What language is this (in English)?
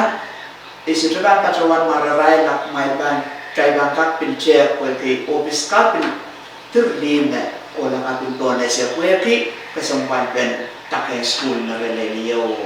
Pohnpeian